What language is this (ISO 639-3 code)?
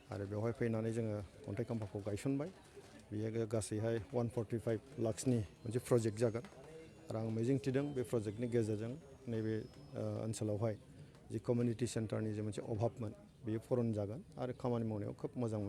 brx